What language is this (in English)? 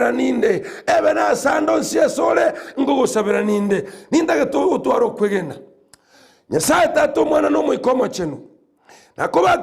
Gusii